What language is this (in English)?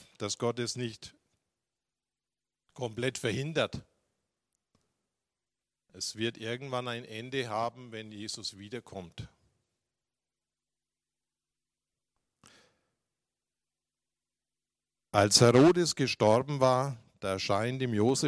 German